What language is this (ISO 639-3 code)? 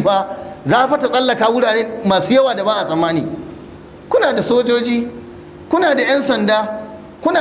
hau